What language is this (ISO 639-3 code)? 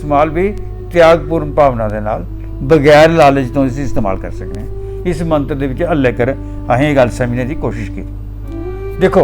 doi